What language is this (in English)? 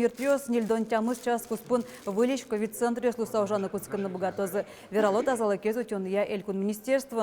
Udmurt